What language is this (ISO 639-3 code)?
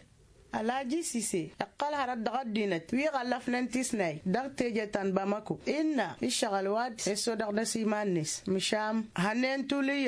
taq